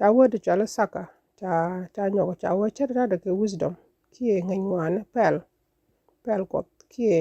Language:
Nuer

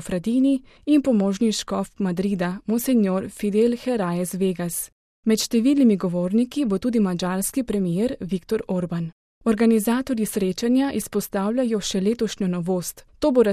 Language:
Slovenian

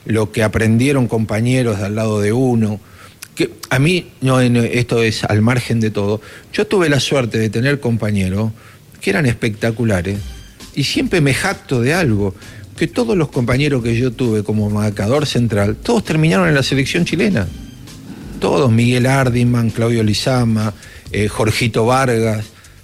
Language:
Spanish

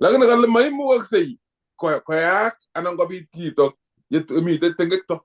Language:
Kalenjin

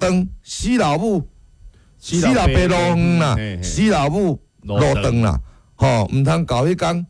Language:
Min Nan Chinese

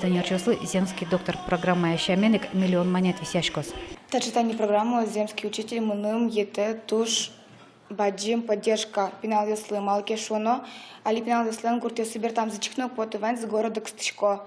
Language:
Udmurt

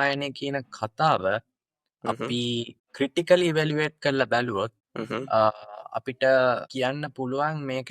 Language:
Sinhala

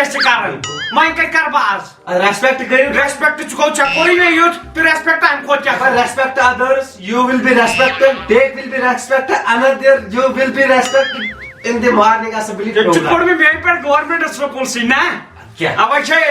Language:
Kashmiri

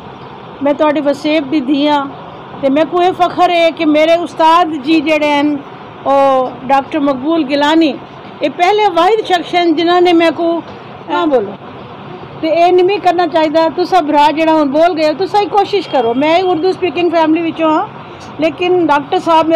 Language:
Saraiki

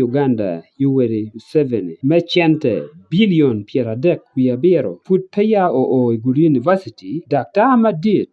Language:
Acoli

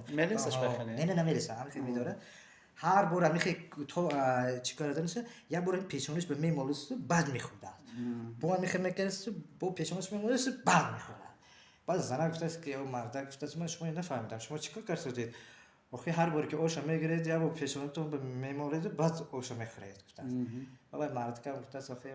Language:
Tajik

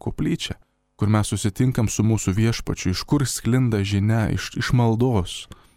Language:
Lithuanian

